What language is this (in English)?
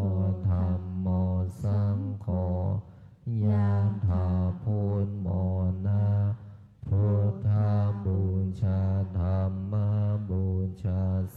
Pali